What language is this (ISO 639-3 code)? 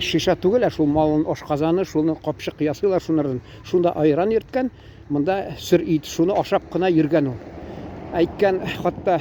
tat